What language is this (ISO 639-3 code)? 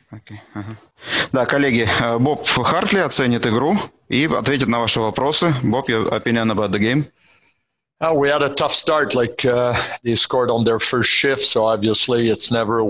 rus